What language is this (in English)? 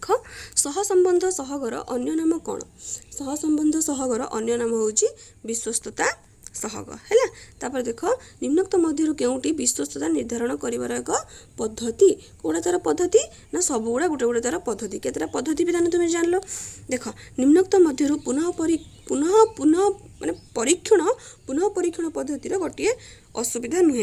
Odia